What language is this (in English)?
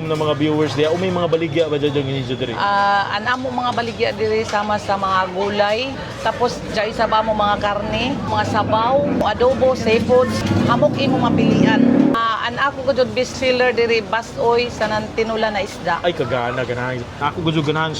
Cebuano